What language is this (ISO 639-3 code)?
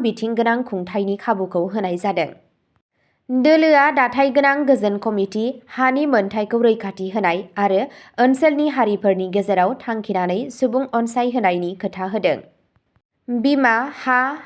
brx